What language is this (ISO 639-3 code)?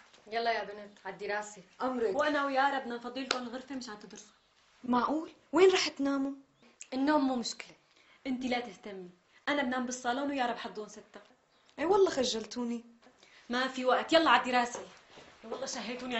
apc